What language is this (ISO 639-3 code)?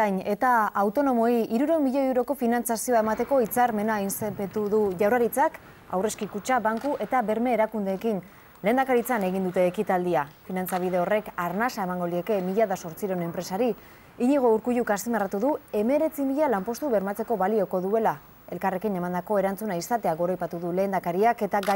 eus